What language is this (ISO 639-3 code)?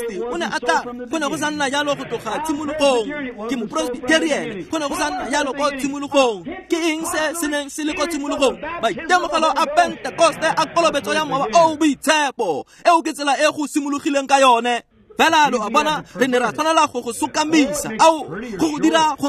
tsn